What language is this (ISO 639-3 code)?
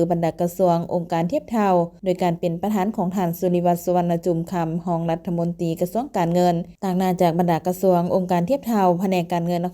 lao